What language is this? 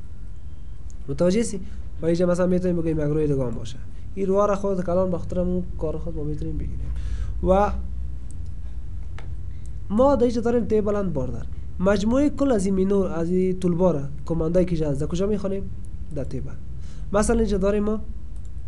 Persian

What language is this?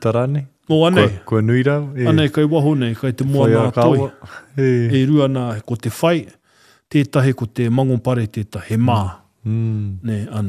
Māori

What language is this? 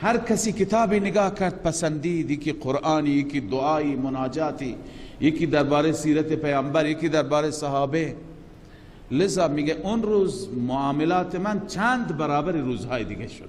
Persian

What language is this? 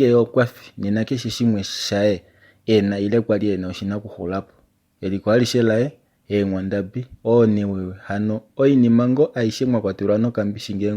Kuanyama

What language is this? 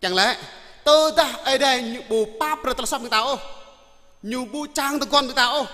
Jarai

